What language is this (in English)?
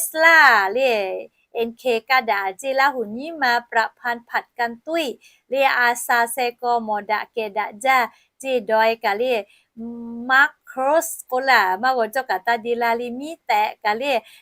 Lahu